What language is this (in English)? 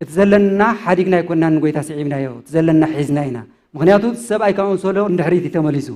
Tigrinya